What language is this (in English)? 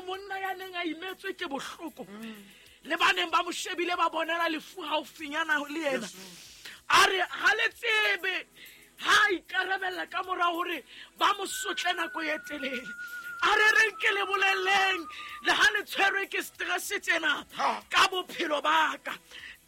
Southern Sotho